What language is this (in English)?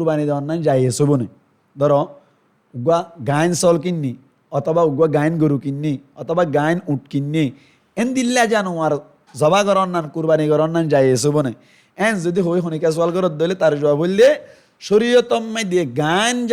Rohingya